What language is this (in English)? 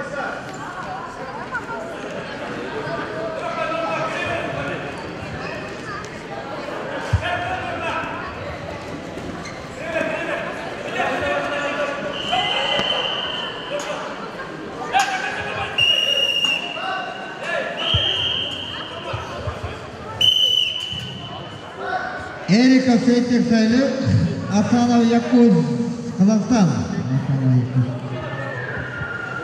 Kazakh